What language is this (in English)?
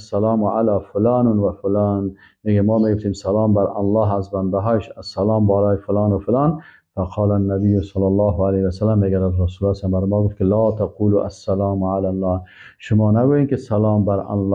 Persian